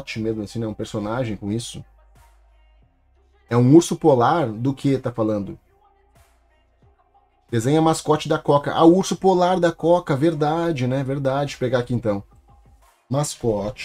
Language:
Portuguese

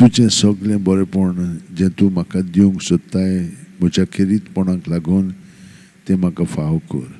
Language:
Konkani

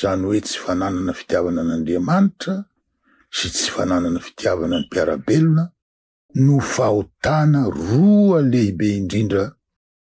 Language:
Malagasy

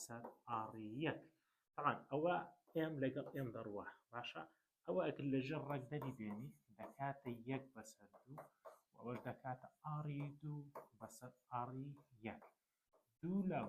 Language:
Central Kurdish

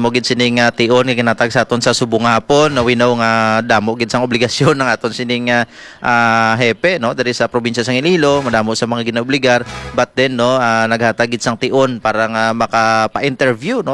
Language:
Hiligaynon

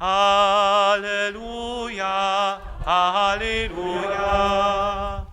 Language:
Upper Sorbian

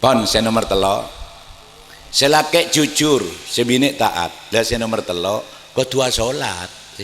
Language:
Madurese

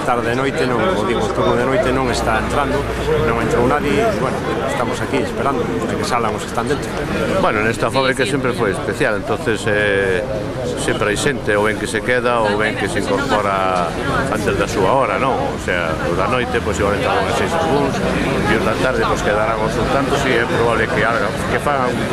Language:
Galician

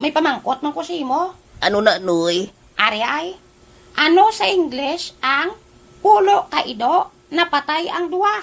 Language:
Hiligaynon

